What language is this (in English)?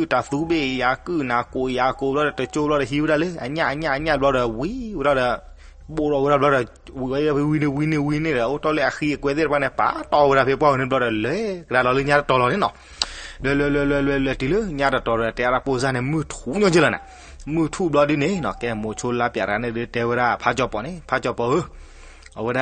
S'gaw Karen